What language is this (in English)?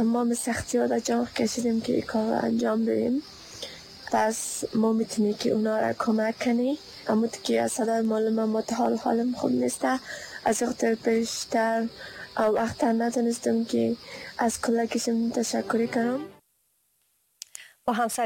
Persian